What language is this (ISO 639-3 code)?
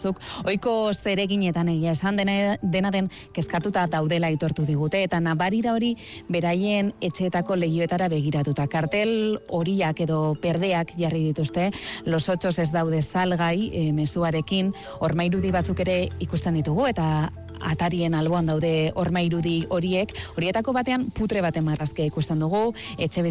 eus